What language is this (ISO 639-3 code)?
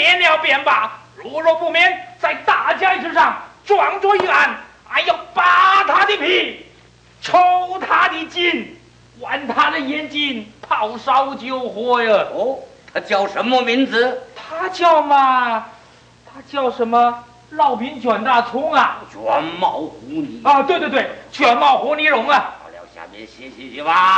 zho